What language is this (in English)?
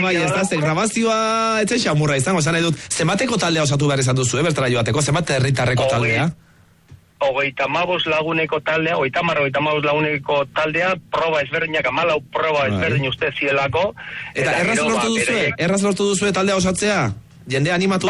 Basque